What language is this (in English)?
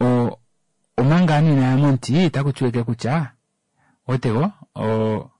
Kuanyama